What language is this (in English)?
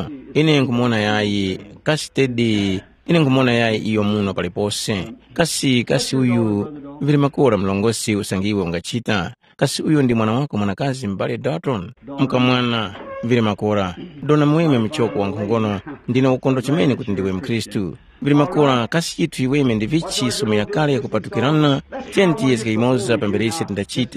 Tumbuka